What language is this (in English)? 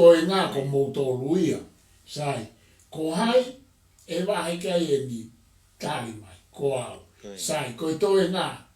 Tongan